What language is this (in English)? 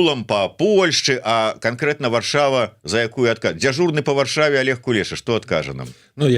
Belarusian